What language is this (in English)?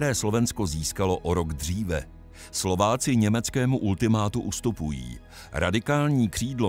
Czech